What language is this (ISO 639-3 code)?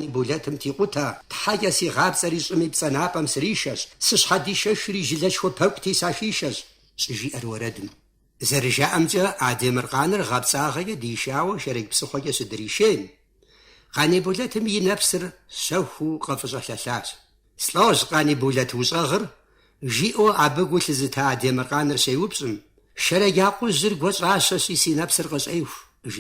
kbd